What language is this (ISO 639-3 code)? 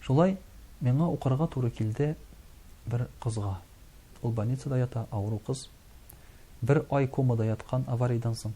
tat